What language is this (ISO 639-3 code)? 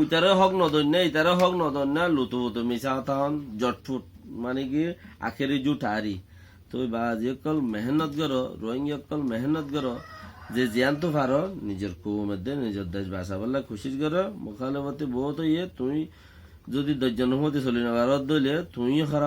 rhg